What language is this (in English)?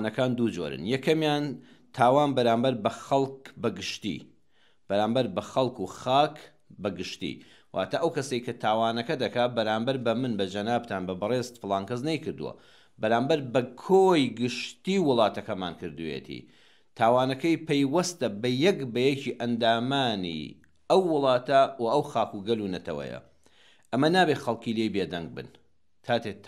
Central Kurdish